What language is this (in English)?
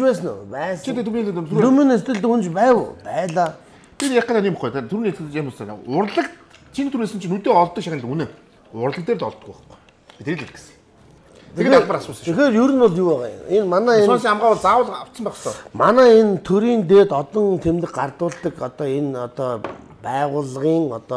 Mongolian